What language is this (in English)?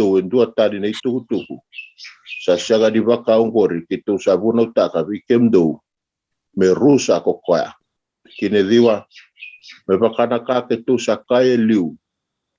Fijian